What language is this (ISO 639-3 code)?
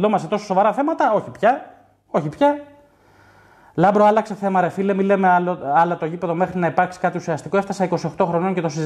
ell